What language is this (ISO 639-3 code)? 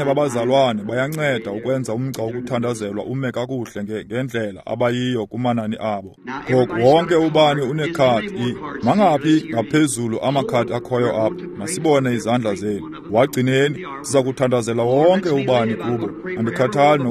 xho